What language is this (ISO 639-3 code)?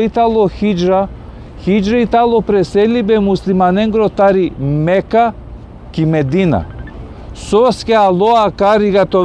rmn